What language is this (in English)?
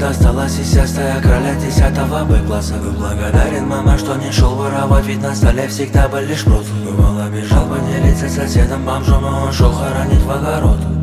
Russian